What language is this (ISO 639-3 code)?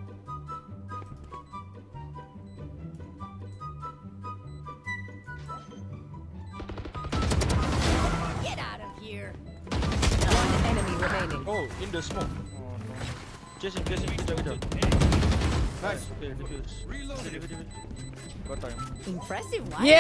msa